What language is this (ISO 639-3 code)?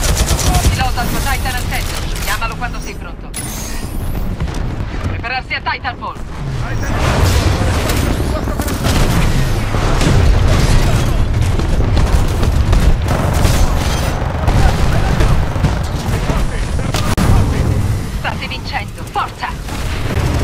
ita